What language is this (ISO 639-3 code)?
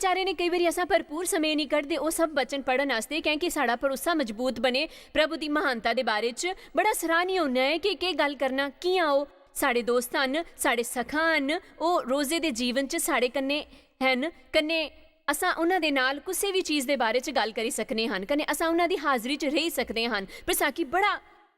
doi